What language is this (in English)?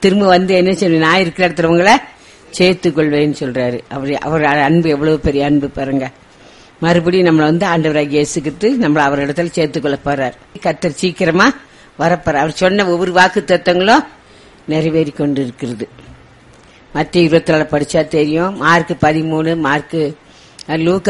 Tamil